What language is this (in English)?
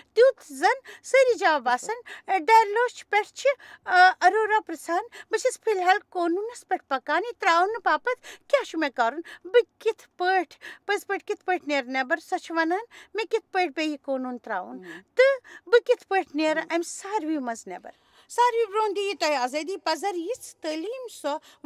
Kashmiri